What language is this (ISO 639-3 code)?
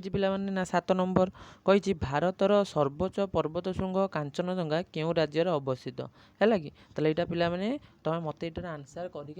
ori